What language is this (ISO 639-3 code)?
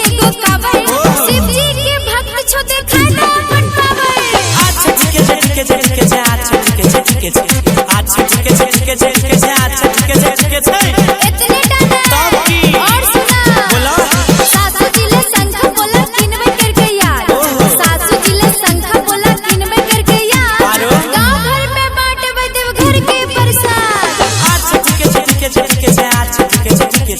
mai